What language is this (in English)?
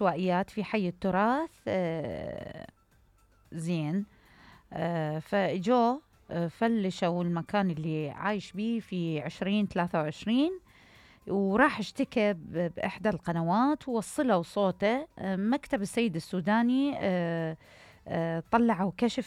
Mesopotamian Arabic